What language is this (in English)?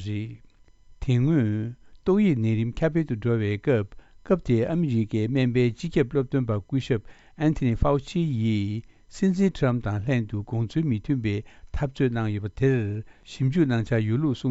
Tibetan